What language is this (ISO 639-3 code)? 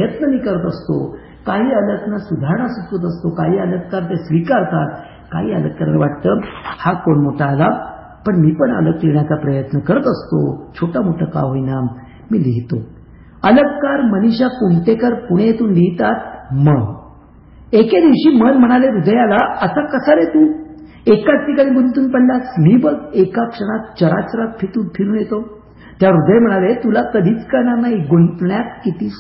mar